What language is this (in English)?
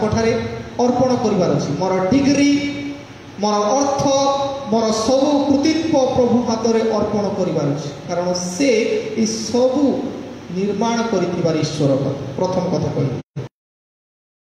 Odia